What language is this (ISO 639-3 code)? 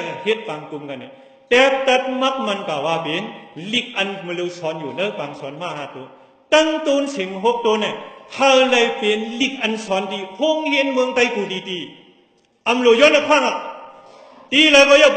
shn